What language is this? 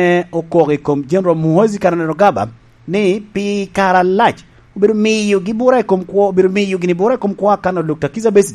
Lango (Uganda)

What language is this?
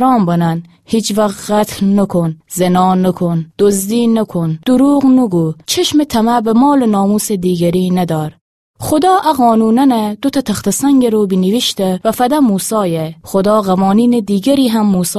Gilaki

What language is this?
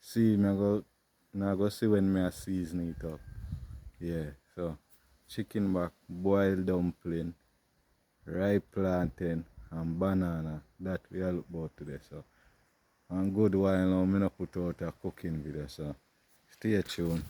Jamaican Creole English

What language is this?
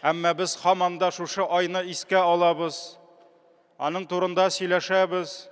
Tatar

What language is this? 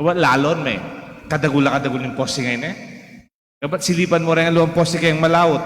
Pampanga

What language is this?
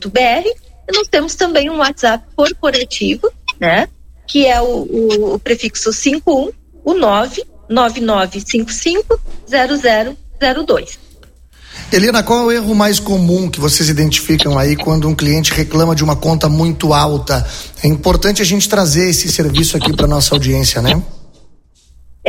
Portuguese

